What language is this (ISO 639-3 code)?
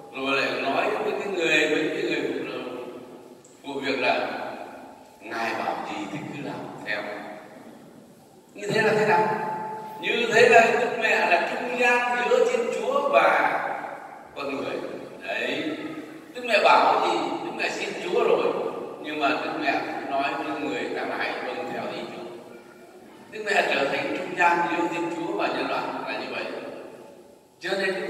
vie